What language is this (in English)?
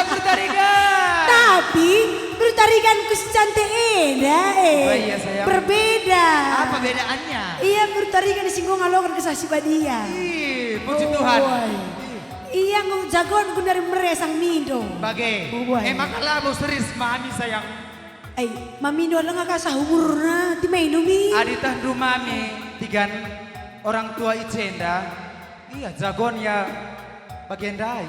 Batak Karo